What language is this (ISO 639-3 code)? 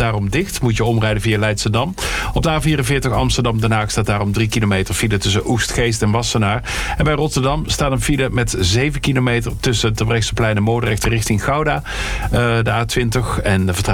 nld